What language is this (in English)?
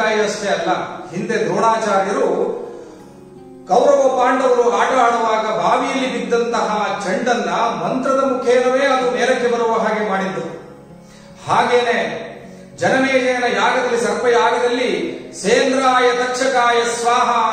Kannada